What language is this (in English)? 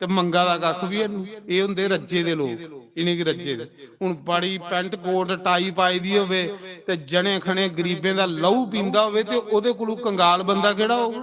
Dogri